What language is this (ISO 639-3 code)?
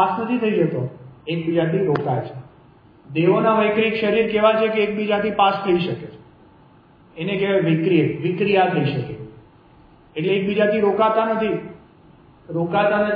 guj